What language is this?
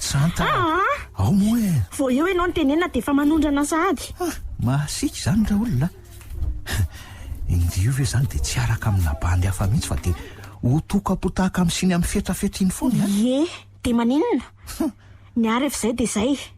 Malagasy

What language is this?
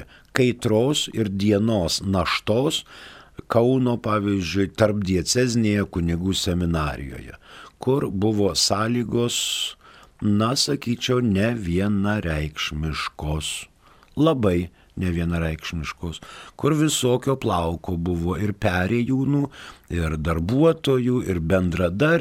Lithuanian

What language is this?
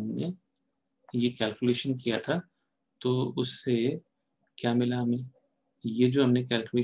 Hindi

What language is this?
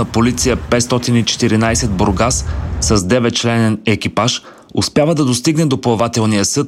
Bulgarian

